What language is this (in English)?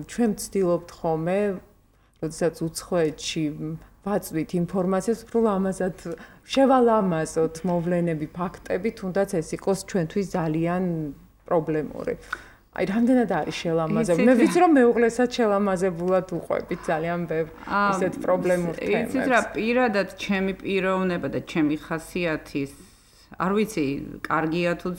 Georgian